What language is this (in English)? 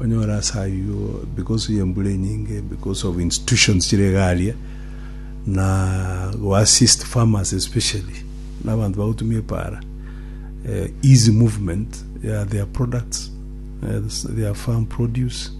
Gusii